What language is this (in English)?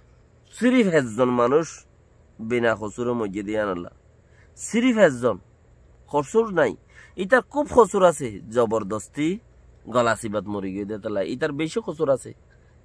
Rohingya